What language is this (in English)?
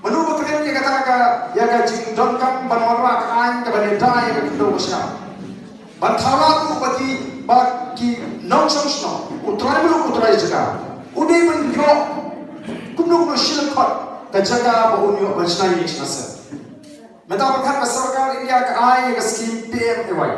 Khasi